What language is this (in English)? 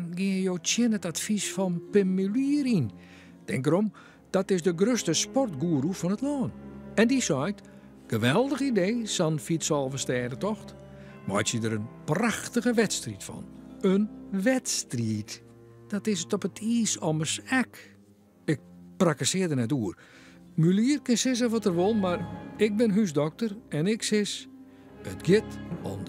Western Frisian